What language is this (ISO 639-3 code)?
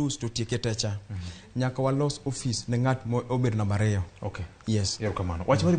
luo